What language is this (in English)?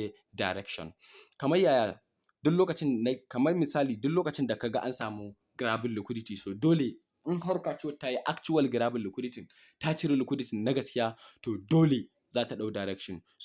Hausa